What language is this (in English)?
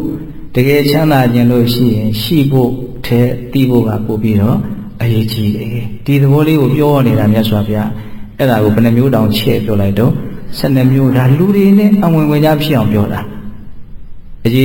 Burmese